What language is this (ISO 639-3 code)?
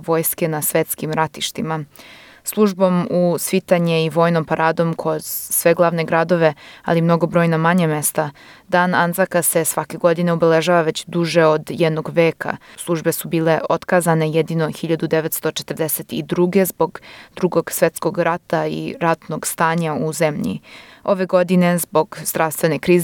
srp